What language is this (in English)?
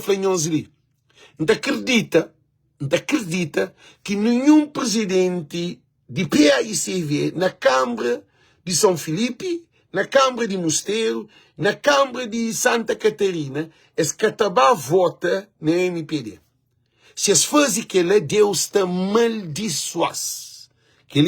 Kabuverdianu